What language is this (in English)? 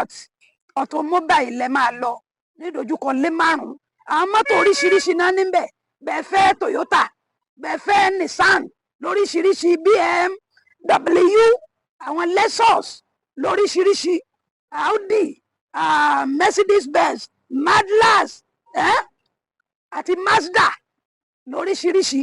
Yoruba